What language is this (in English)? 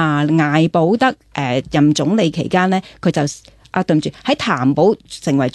Cantonese